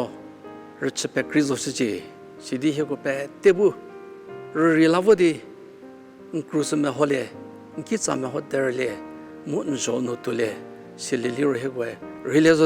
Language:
Angami Naga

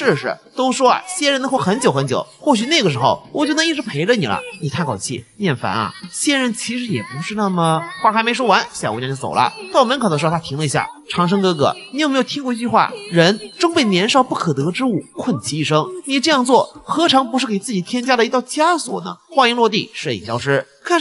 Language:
Chinese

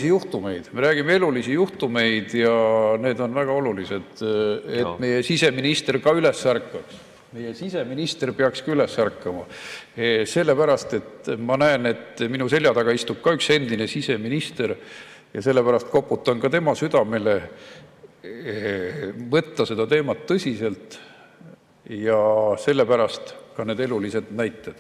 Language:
Estonian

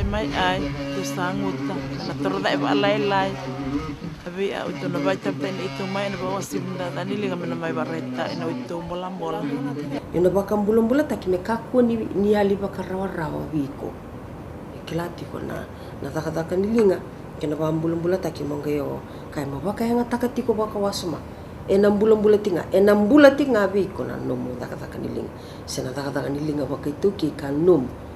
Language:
Fijian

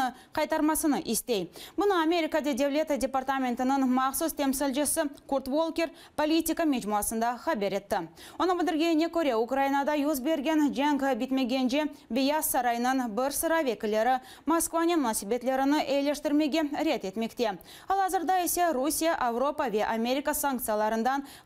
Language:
Crimean Tatar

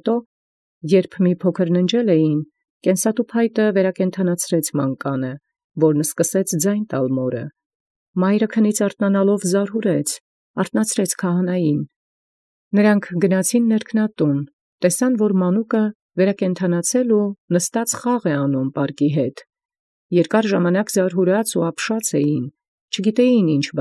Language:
Armenian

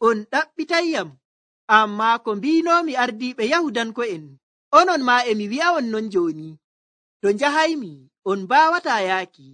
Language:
Nigerian Fulfulde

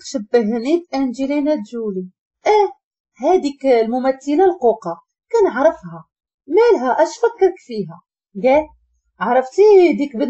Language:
Moroccan Arabic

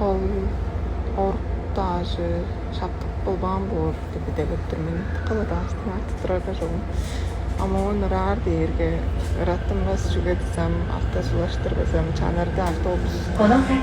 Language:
Tuvinian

